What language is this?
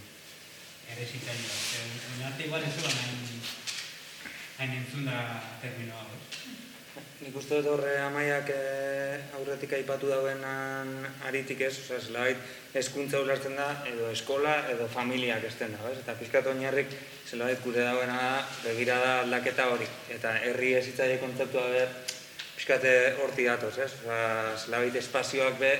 Basque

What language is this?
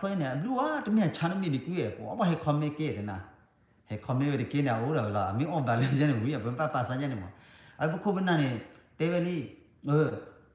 S'gaw Karen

